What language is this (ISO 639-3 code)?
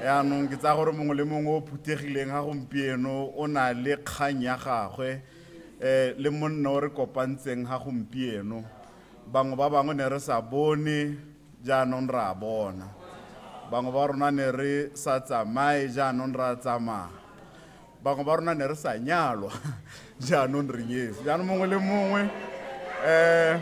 tsn